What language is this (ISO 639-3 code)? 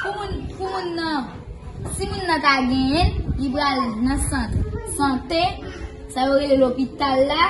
hat